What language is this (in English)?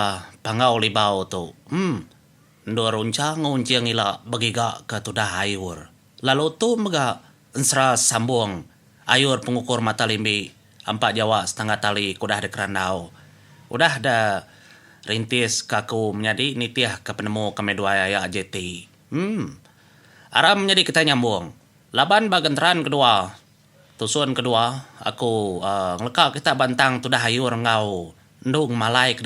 Iban